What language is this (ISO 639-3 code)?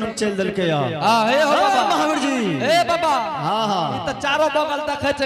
anp